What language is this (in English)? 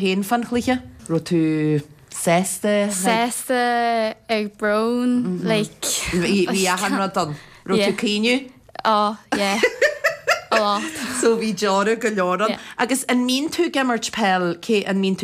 Irish